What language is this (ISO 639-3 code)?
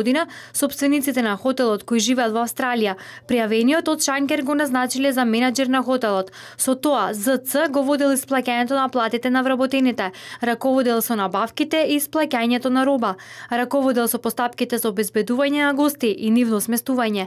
mkd